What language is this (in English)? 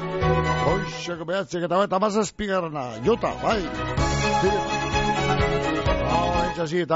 Basque